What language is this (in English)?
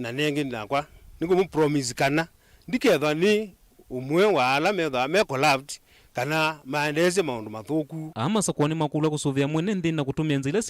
Kamba